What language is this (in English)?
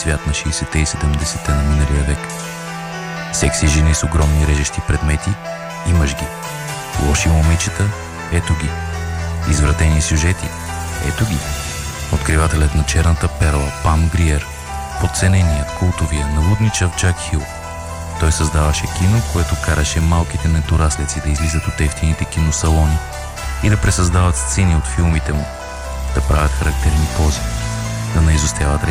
Bulgarian